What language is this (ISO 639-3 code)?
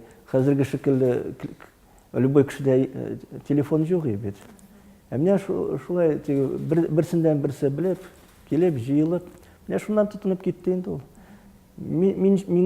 tat